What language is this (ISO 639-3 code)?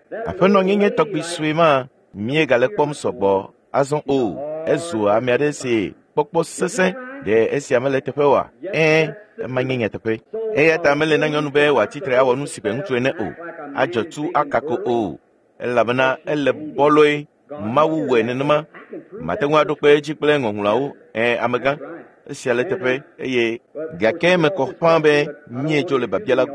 ewe